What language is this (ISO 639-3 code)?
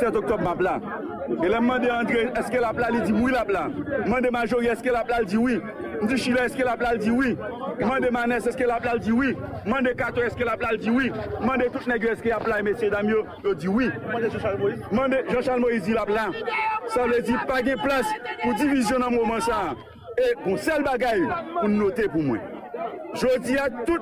hat